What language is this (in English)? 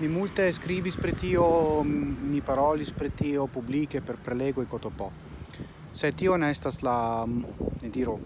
Esperanto